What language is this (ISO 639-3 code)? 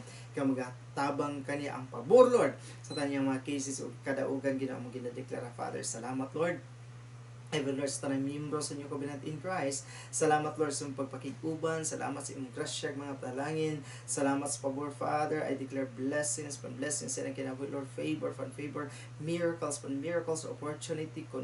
ceb